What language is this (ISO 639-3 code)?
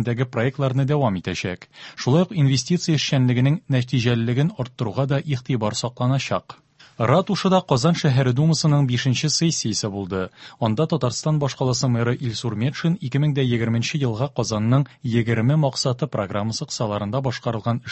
tat